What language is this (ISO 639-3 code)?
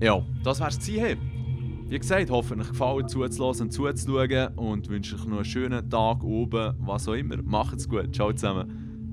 gsw